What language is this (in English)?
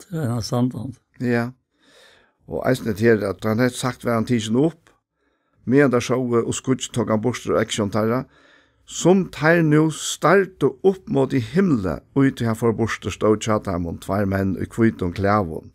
Faroese